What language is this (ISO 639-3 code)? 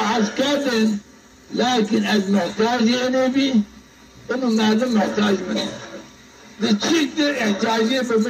zza